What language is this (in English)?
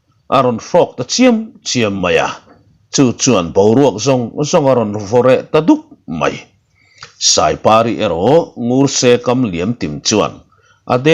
Mizo